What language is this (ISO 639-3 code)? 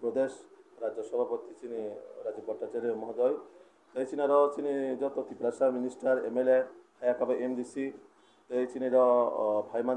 trp